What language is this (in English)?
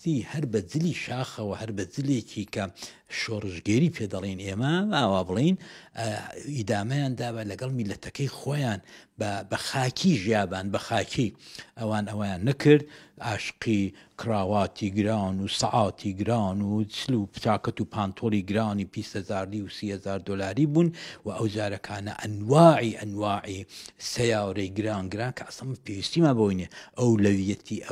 Central Kurdish